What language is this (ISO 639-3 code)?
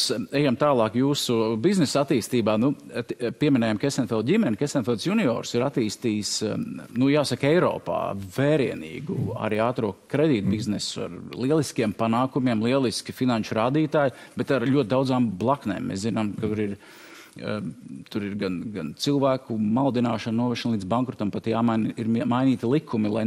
lav